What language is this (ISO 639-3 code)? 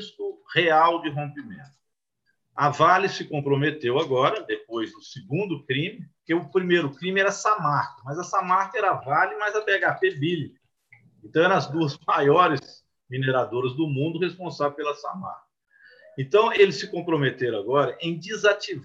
por